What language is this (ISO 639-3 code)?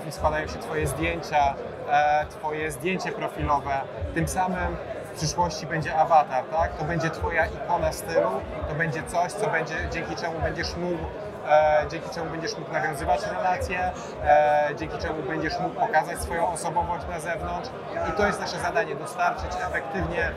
pol